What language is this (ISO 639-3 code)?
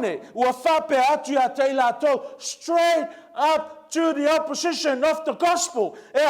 smo